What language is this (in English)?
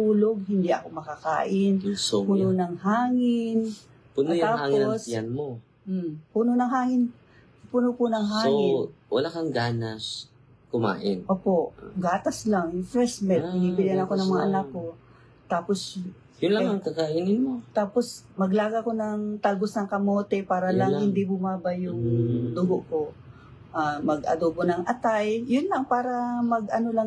Filipino